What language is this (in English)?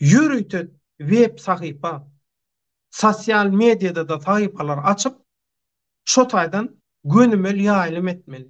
Turkmen